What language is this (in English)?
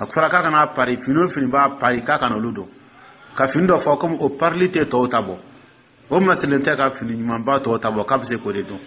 Dyula